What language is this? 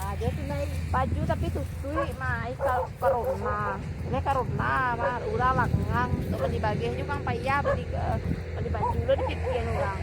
Minangkabau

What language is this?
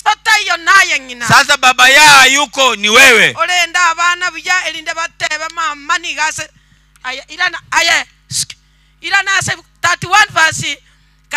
Gusii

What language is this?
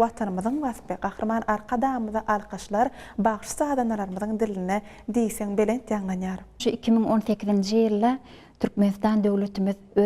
Turkmen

